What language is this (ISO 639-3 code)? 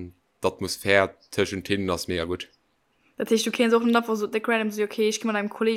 ltz